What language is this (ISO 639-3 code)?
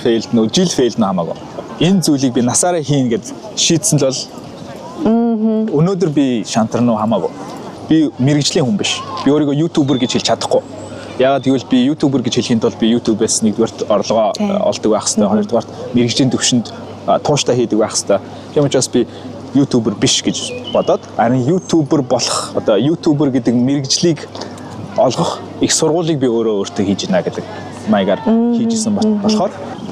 mon